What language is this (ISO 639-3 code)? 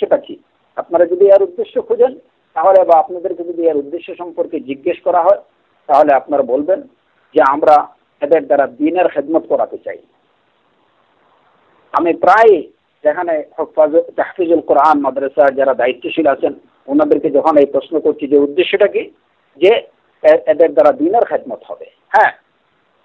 ben